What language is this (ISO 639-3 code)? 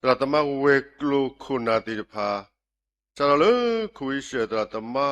ksw